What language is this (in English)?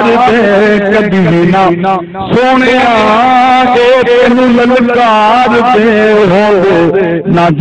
Saraiki